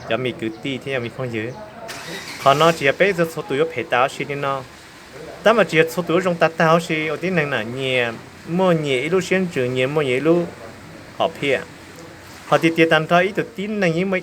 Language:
Hmong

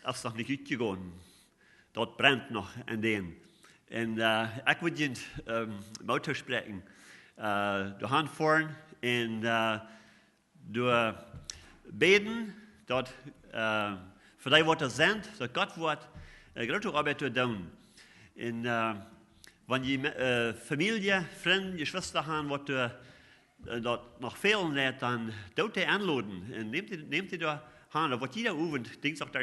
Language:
Plautdietsch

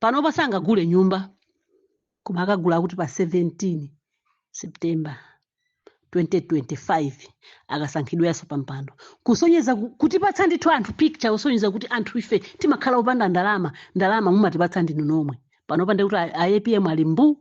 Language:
Nyanja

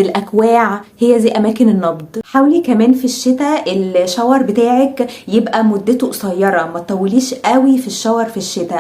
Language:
Egyptian Arabic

